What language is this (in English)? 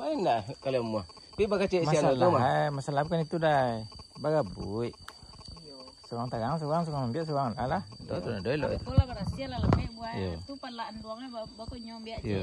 Minangkabau